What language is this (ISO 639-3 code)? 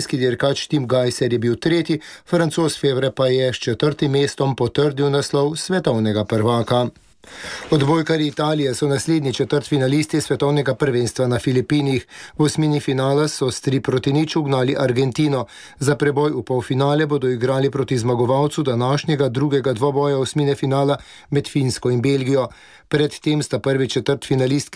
slv